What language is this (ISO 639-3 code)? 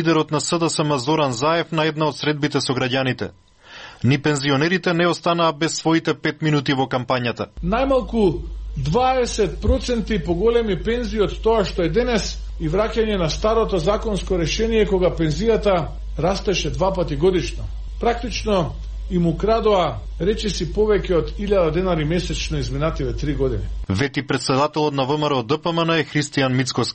mkd